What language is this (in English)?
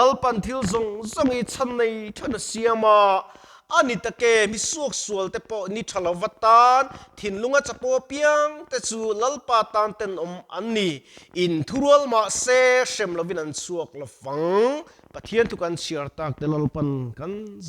Mizo